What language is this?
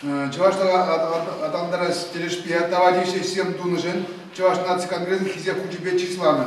Chuvash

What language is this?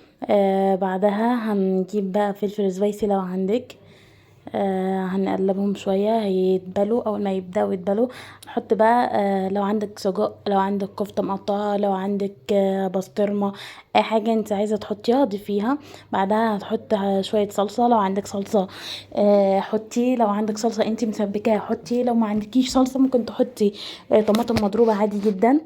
Egyptian Arabic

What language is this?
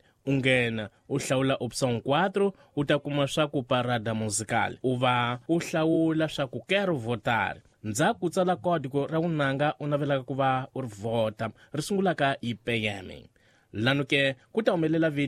Tsonga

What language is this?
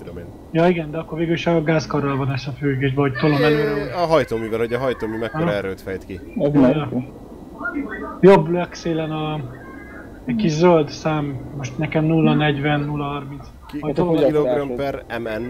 Hungarian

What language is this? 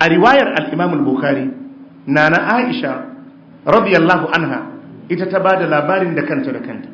Hausa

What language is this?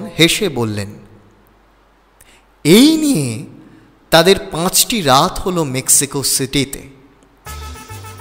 Bangla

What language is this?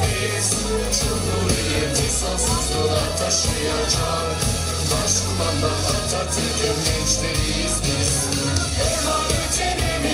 Turkish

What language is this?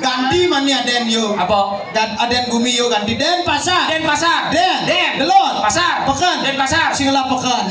Balinese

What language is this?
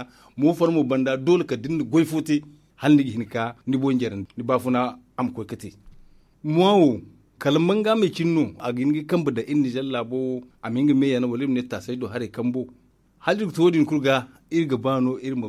Zarma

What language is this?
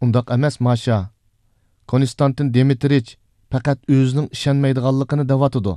Uyghur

